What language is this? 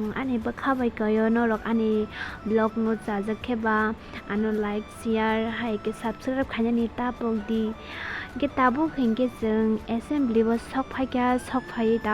Kok Borok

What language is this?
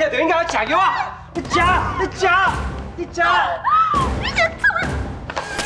Min Nan Chinese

